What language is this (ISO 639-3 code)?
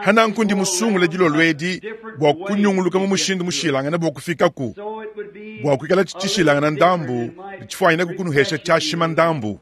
lua